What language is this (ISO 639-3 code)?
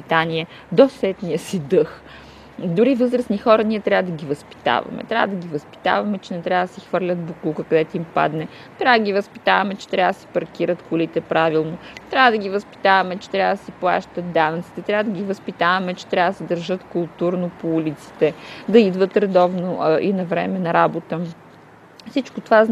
bul